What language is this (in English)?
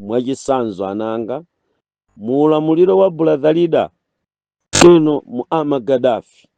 Nyanja